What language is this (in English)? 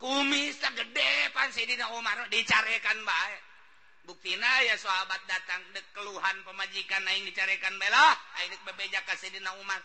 Sundanese